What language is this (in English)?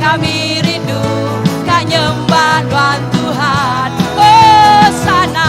Iban